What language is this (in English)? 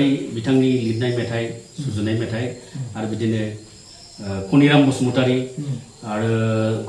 Bodo